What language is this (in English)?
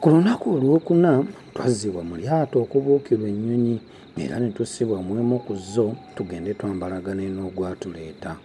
Ganda